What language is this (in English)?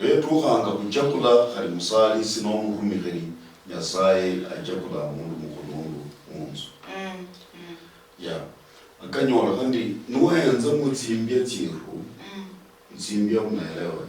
Luyia